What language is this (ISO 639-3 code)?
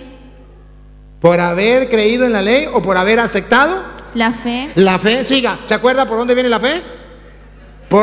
spa